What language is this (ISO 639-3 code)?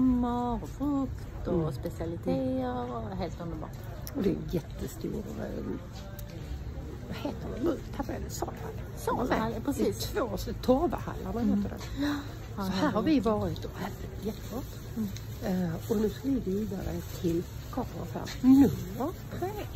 swe